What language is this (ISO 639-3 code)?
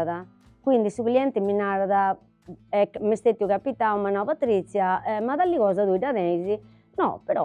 srd